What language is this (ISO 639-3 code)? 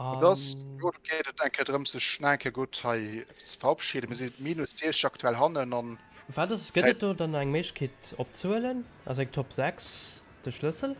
ltz